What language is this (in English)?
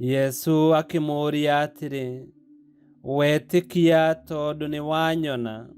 Kikuyu